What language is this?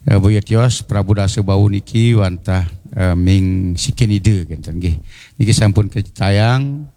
Balinese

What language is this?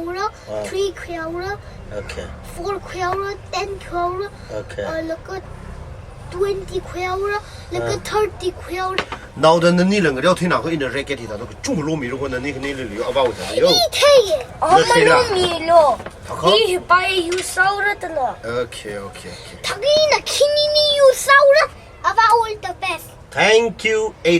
Tangkhul Naga (India)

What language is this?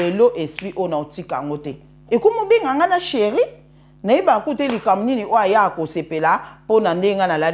Lingala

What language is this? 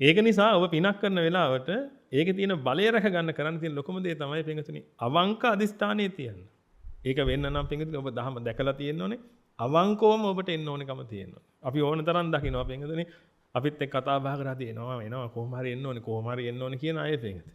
Sinhala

